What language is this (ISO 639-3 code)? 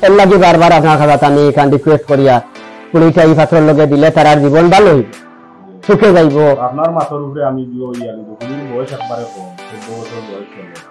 syl